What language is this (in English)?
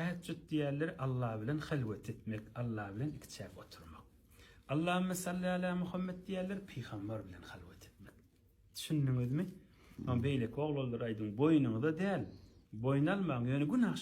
Turkmen